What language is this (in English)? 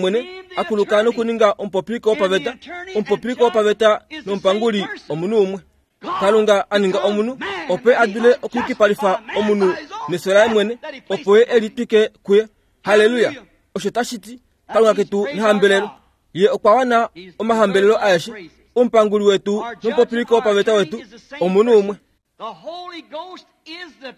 Kuanyama